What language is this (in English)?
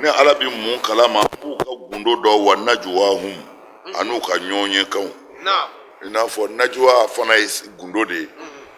Bambara